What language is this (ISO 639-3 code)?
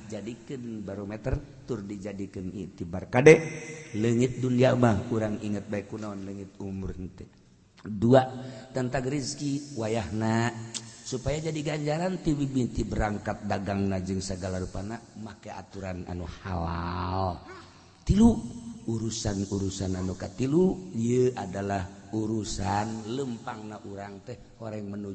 sun